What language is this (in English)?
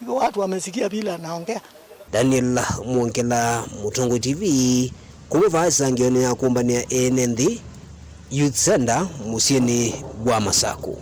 Kamba